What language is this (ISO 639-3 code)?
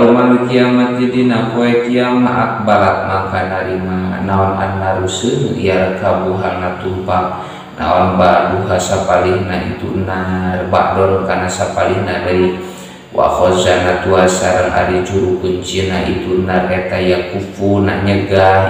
sun